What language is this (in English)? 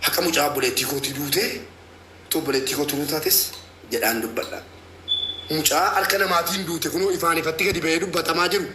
Oromo